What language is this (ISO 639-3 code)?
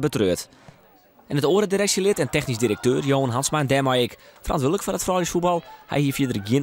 fry